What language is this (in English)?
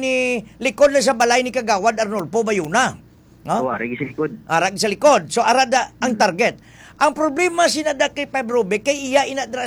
Hiligaynon